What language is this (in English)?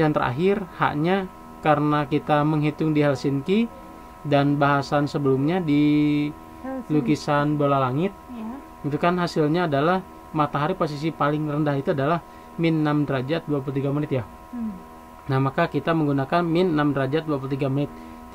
Indonesian